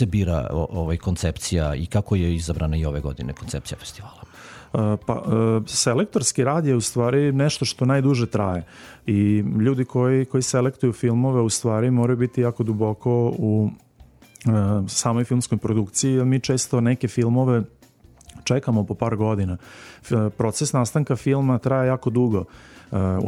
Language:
Serbian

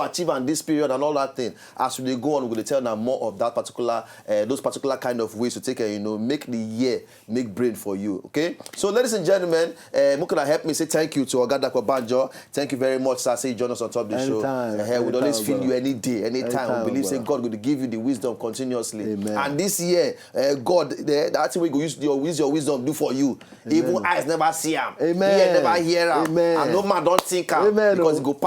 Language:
Nigerian Pidgin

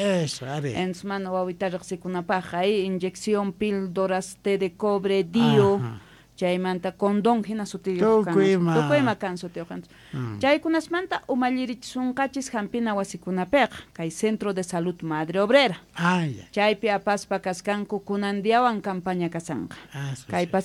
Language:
South Bolivian Quechua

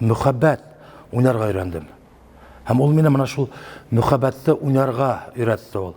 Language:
Bashkir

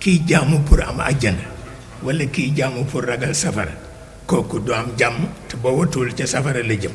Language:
Wolof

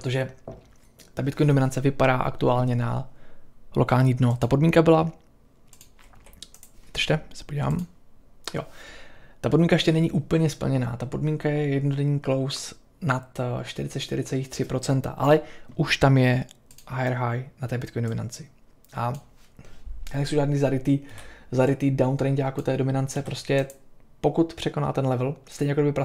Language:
Czech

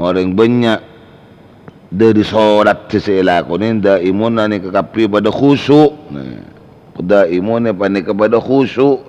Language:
Madurese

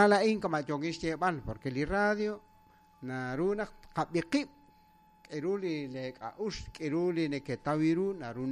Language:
Kekchí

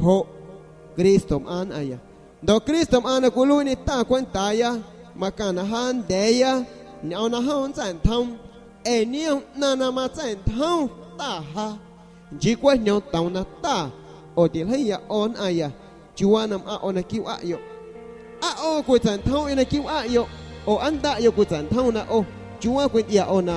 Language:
San Pedro Amuzgos Amuzgo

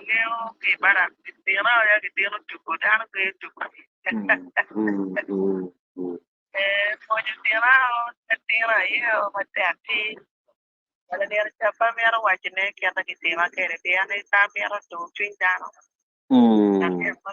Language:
Acoli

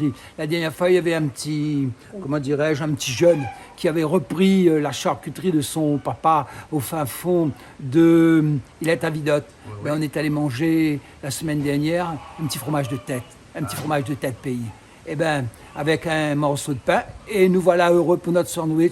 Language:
Réunion Creole French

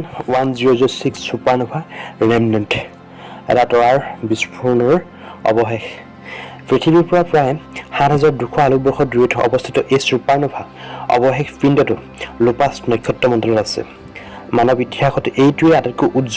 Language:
Assamese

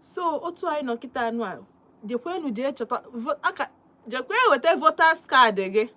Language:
Igbo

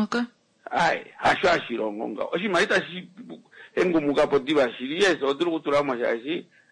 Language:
Kuanyama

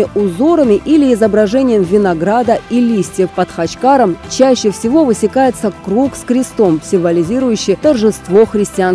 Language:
Russian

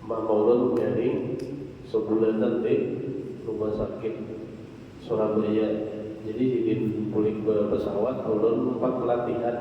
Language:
Banjar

